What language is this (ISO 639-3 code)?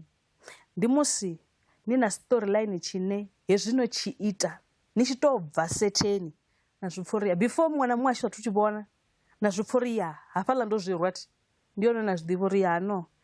ven